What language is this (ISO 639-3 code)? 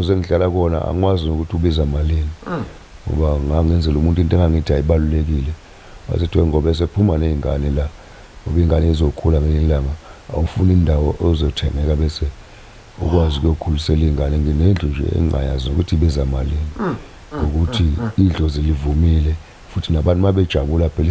zul